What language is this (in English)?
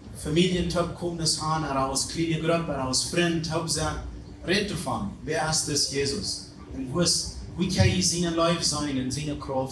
Plautdietsch